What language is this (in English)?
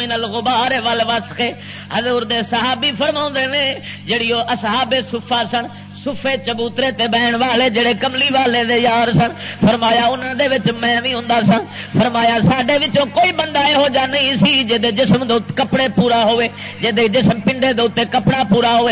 Western Panjabi